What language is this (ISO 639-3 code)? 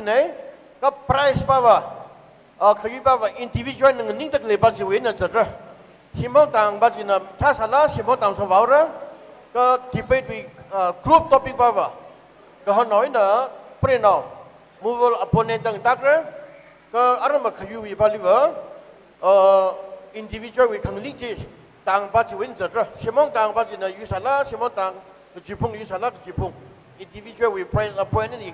nmf